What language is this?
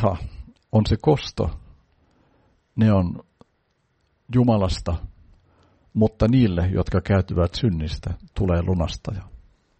Finnish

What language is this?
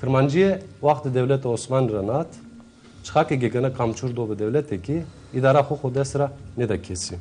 Zaza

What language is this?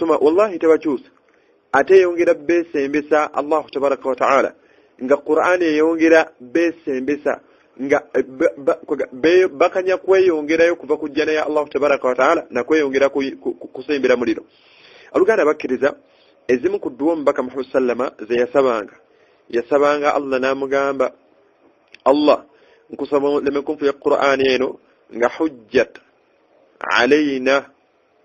Ganda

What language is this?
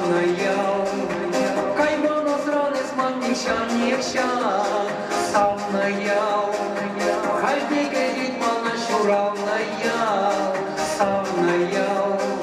Chuvash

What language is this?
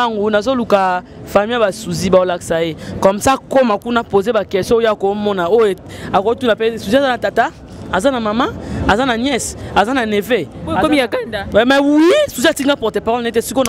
Lingala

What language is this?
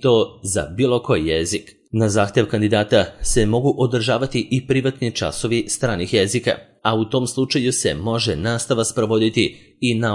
Serbian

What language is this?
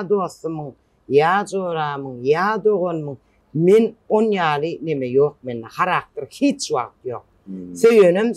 Turkmen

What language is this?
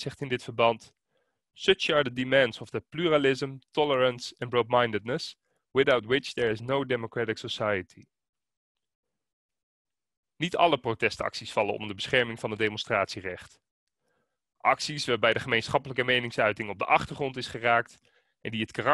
Dutch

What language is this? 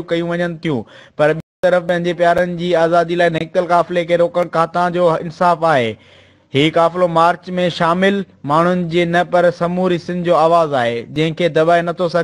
Sindhi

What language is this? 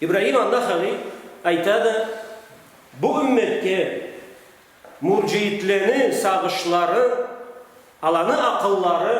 Karachay-Balkar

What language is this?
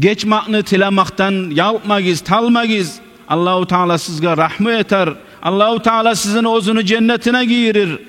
Kumyk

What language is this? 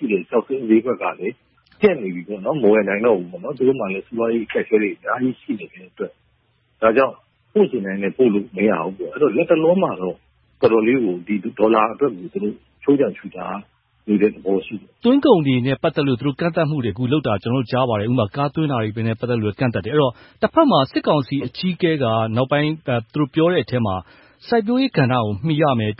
Burmese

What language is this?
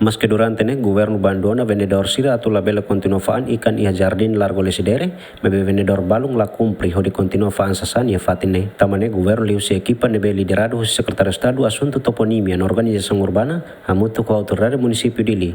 Tetum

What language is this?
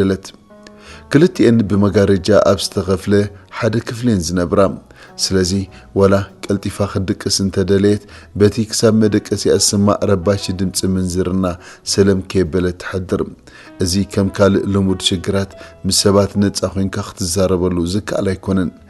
Tigrinya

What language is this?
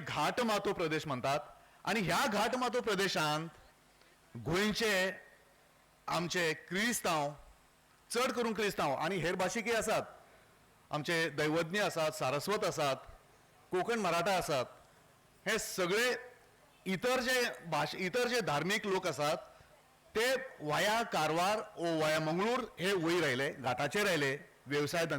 Konkani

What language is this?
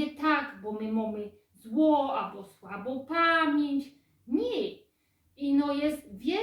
Silesian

